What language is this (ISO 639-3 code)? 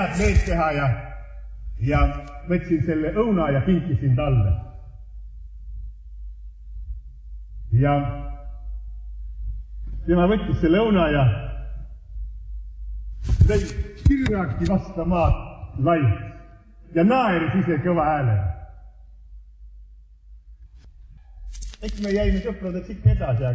est